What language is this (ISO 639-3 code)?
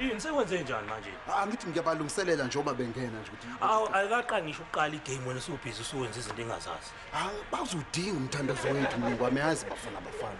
zul